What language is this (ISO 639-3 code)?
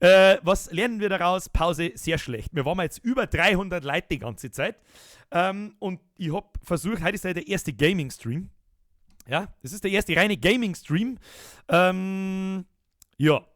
bar